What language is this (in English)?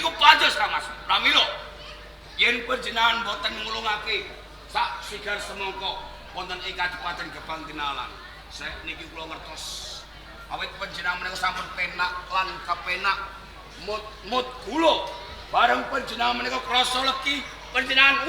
Javanese